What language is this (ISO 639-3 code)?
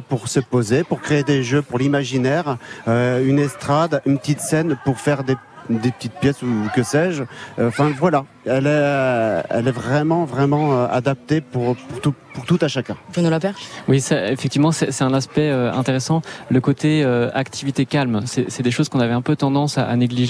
fra